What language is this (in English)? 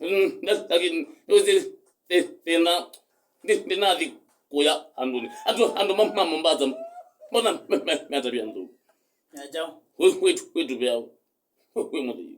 Kamba